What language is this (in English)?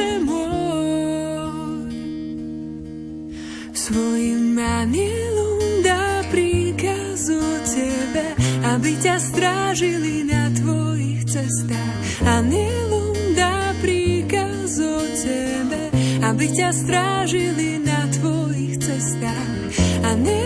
Slovak